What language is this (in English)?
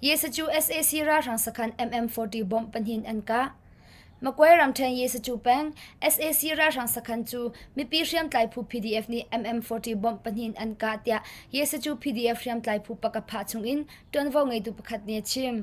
Hakha Chin